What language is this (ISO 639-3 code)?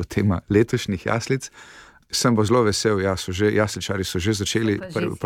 slv